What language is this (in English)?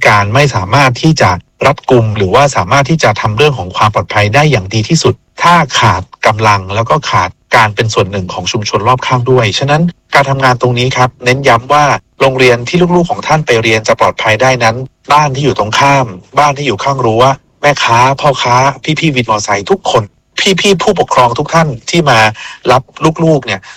Thai